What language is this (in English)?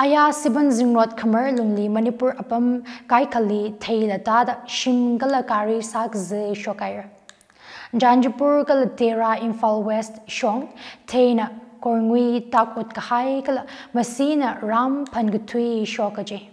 Tangkhul Naga (India)